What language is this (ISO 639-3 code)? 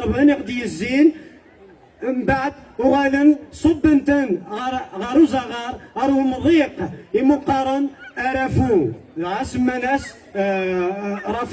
kab